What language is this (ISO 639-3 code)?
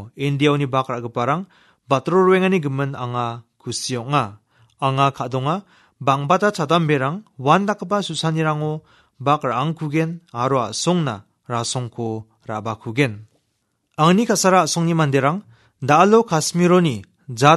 grt